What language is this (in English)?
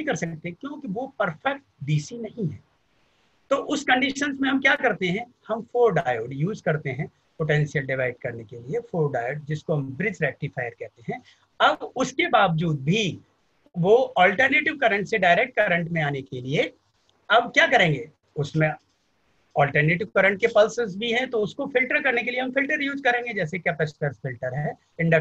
Hindi